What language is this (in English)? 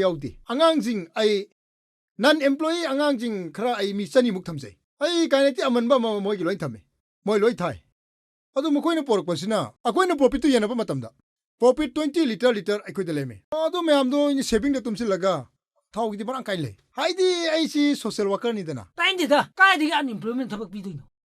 Manipuri